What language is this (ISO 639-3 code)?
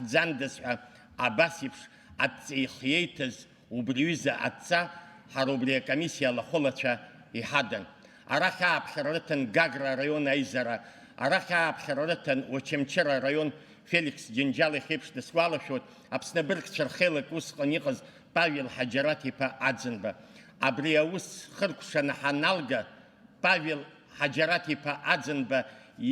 abk